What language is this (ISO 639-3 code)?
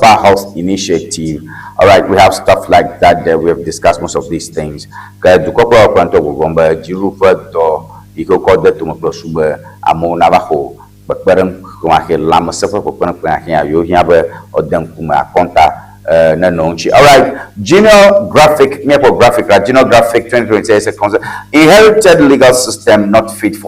ewe